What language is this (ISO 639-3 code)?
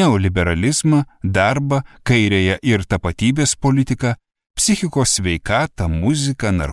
lit